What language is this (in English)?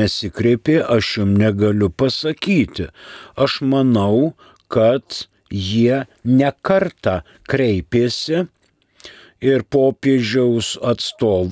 Lithuanian